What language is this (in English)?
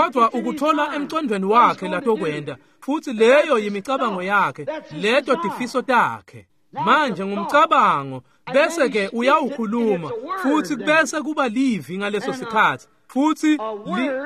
Swati